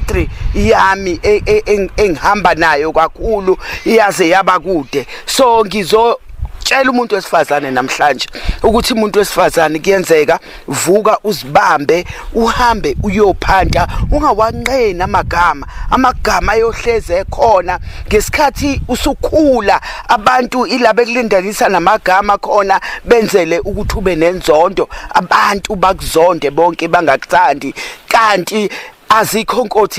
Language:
Zulu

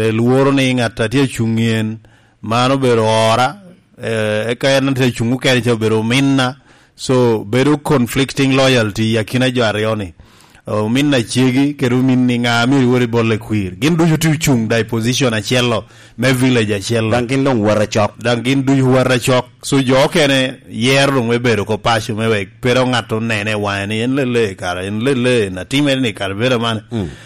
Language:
Lango (Uganda)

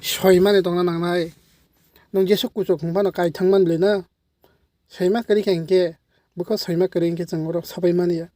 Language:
Kok Borok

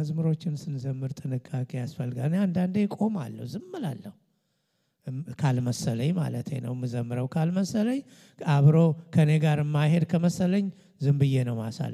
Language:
Amharic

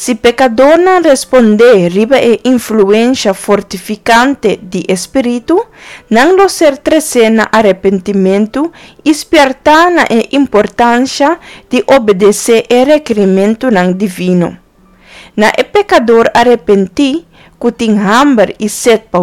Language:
Papiamento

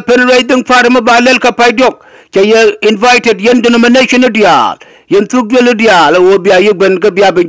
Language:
Nuer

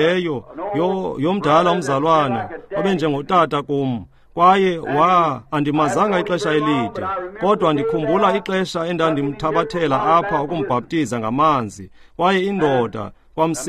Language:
Xhosa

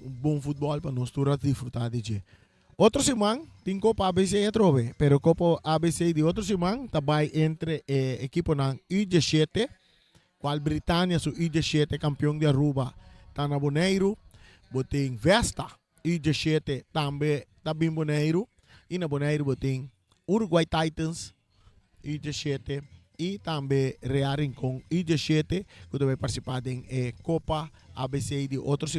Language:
Papiamento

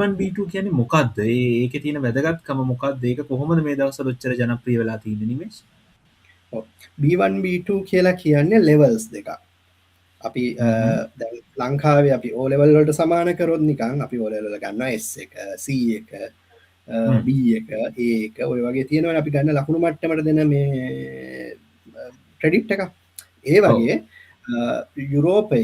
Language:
Sinhala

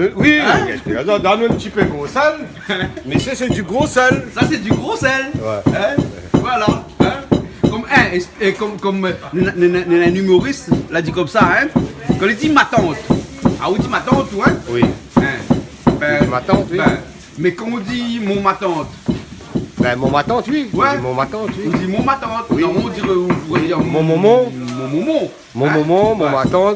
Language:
Réunion Creole French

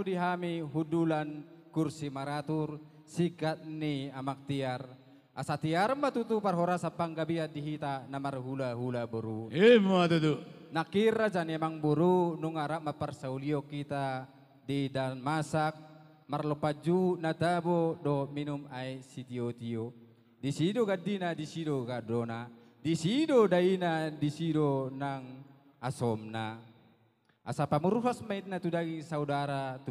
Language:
Batak Toba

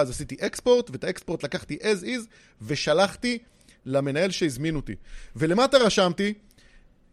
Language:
Hebrew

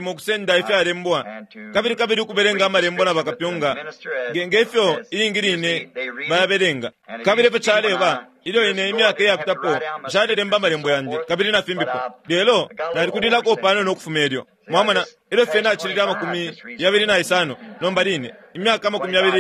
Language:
Bemba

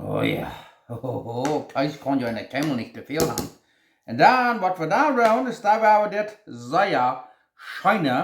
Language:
Plautdietsch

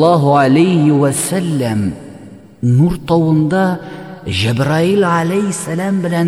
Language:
Tatar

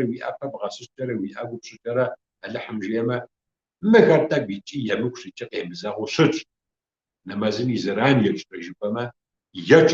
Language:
Kabardian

